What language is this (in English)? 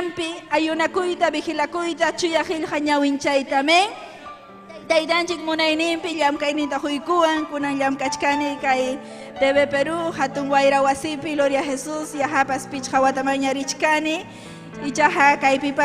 Ayacucho Quechua